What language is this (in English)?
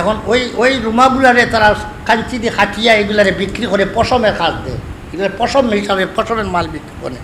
Sylheti